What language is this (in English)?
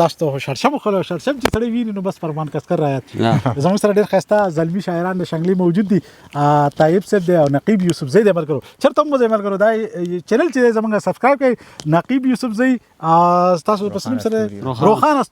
Pashto